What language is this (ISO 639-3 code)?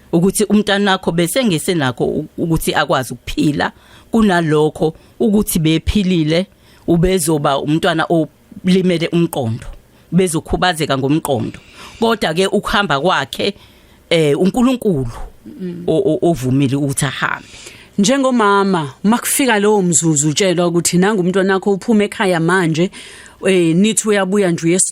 zul